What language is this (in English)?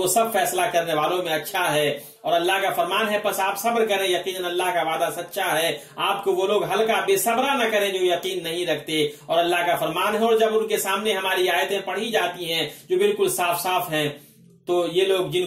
Urdu